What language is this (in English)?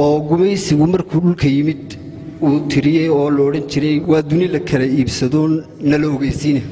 Somali